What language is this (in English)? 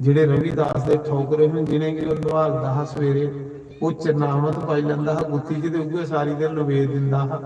Dogri